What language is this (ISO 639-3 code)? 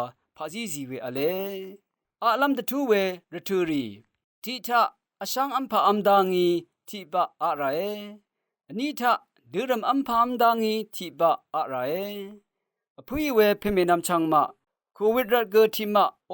raw